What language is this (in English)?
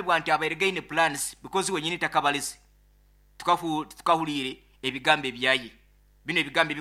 Nyoro